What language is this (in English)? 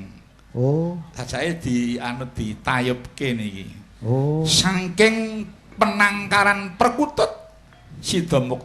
Javanese